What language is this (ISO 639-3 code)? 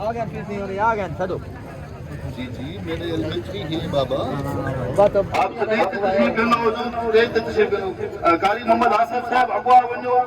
skr